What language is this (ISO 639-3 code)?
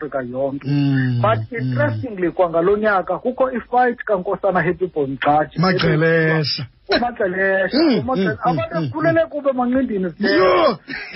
xho